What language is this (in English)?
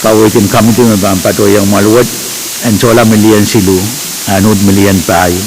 Pohnpeian